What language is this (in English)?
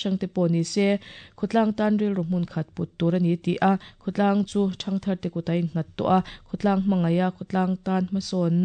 Mizo